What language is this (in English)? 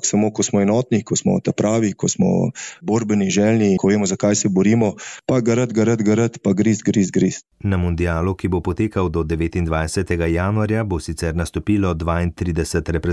Slovenian